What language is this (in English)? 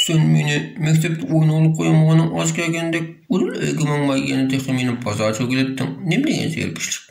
Uyghur